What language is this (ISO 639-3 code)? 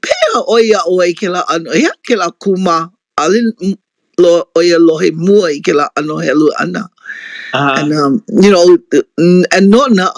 haw